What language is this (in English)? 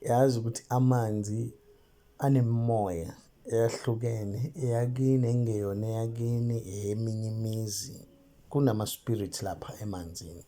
Zulu